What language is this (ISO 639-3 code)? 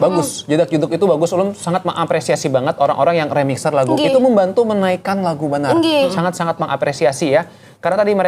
bjn